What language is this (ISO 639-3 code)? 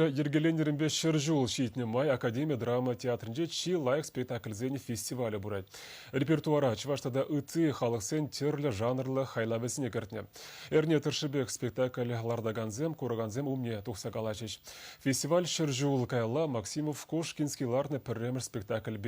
chv